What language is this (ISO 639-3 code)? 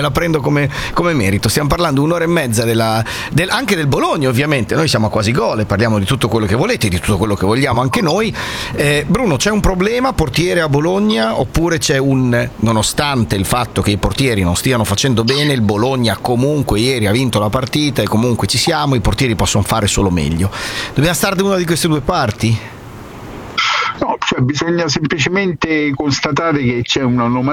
ita